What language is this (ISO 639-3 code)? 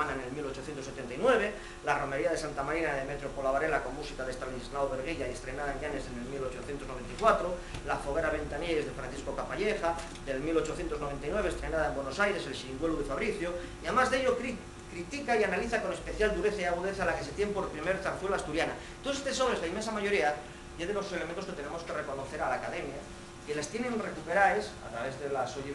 ast